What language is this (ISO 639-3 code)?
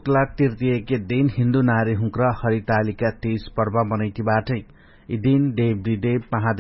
thl